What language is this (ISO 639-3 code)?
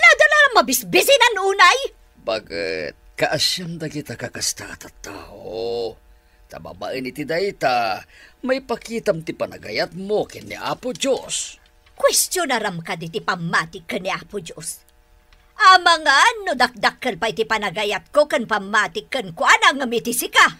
ilo